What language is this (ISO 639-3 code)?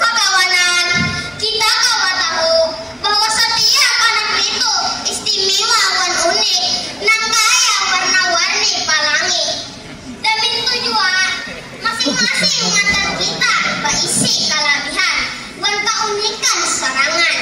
bjn